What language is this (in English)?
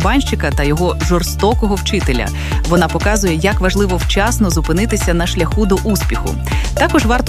Ukrainian